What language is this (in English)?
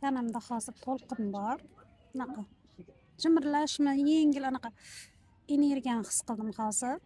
Uzbek